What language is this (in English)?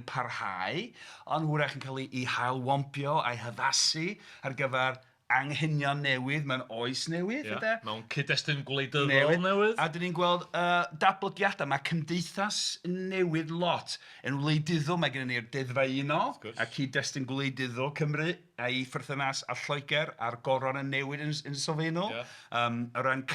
Welsh